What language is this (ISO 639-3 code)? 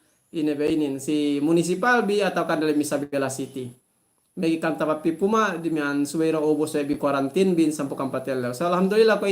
yka